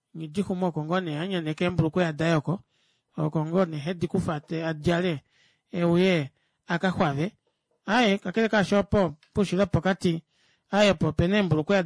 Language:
Kuanyama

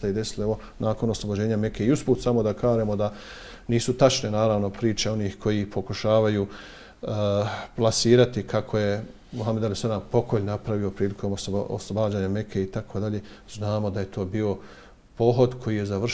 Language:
Bosnian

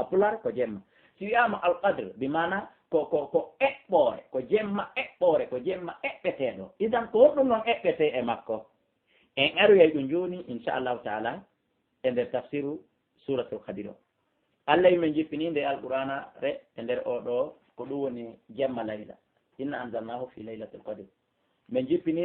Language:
Fula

